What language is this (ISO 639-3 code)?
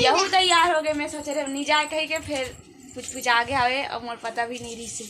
hne